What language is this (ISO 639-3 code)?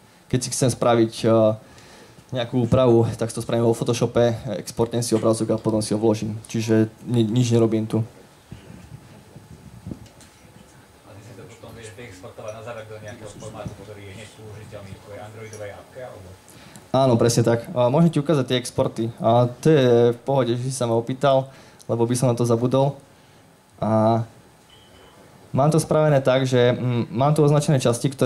slk